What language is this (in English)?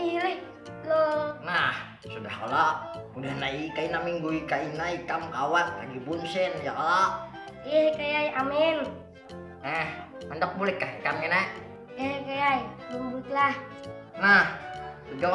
Banjar